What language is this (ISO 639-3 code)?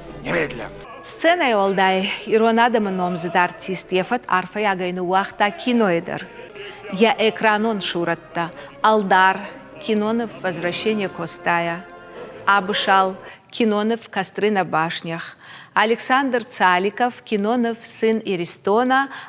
oss